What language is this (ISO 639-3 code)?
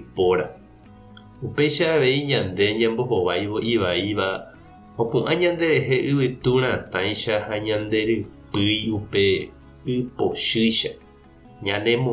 grn